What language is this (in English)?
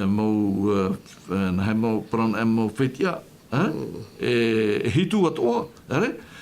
Tahitian